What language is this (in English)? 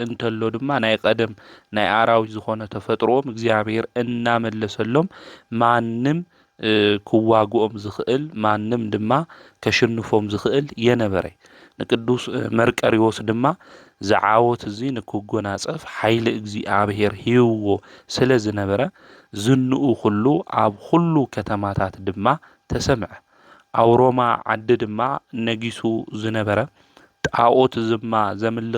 Tigrinya